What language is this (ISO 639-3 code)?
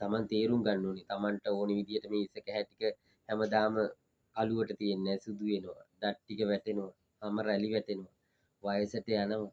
sin